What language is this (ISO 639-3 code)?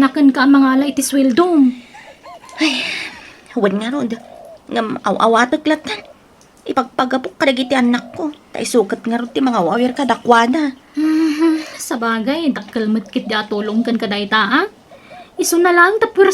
ilo